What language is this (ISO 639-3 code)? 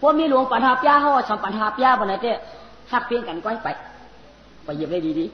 shn